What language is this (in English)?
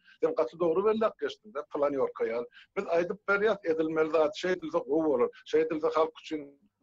Turkmen